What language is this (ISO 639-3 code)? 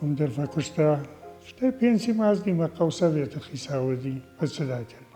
oss